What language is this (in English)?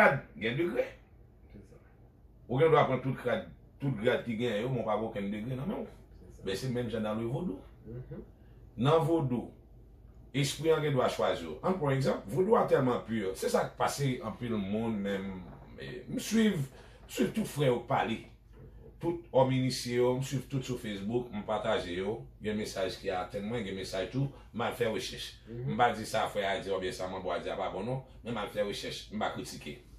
Haitian Creole